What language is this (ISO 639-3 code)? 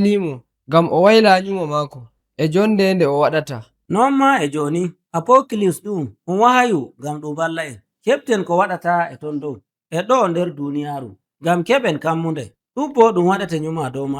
fuv